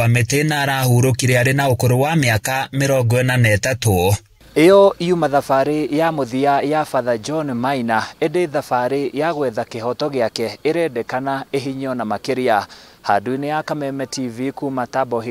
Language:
Kikuyu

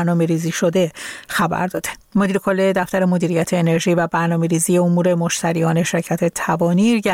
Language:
Persian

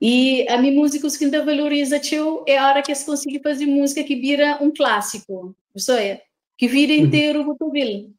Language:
Kabuverdianu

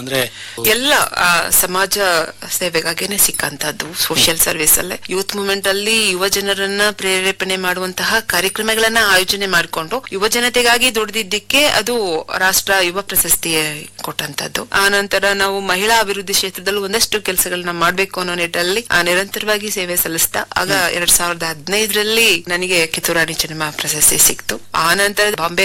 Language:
Kannada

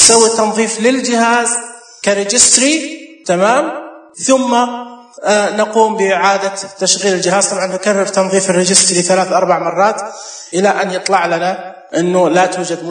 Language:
Najdi Arabic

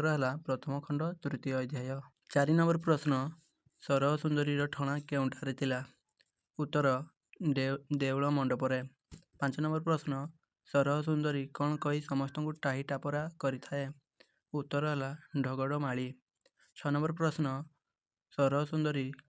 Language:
Odia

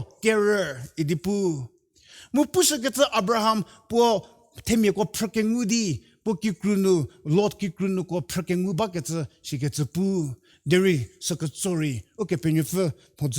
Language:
Angami Naga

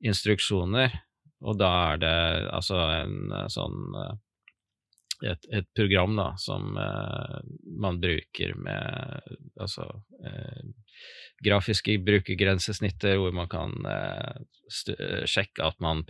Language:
Norwegian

